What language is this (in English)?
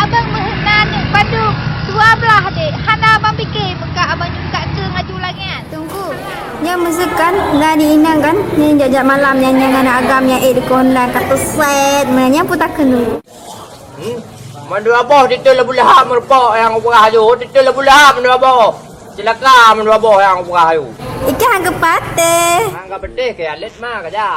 Achinese